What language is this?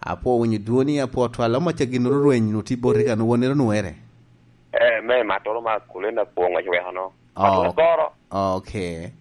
Lango (Uganda)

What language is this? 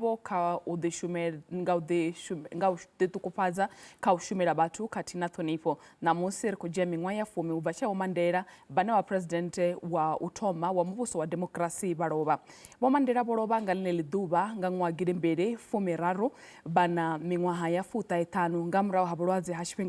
Venda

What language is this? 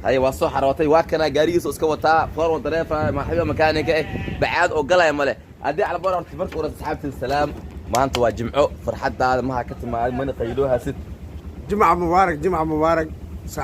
Somali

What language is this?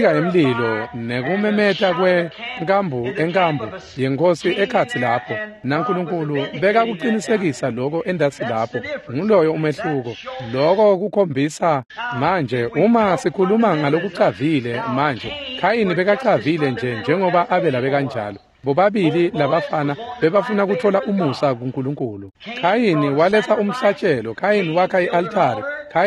Swati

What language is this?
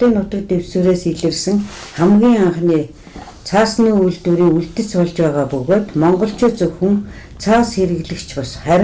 Mongolian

